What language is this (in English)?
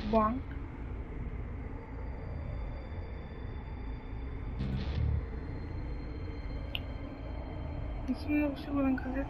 Bulgarian